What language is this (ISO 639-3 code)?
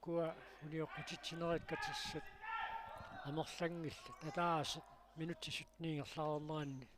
kal